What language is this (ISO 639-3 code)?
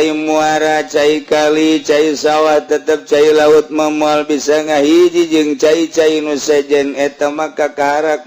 sun